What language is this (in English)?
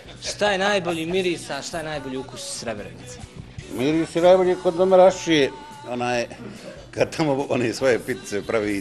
Bosnian